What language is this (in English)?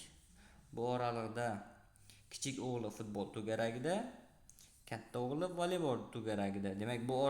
Uzbek